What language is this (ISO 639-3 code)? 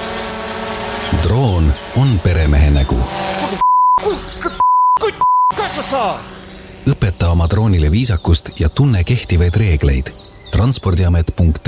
est